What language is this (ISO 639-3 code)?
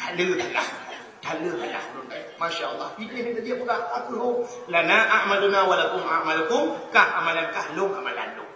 ace